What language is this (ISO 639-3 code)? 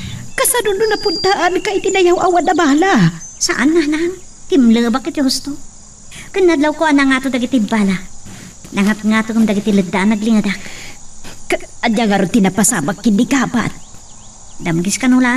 ilo